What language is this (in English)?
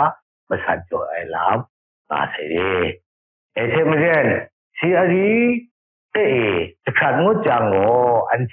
Kachin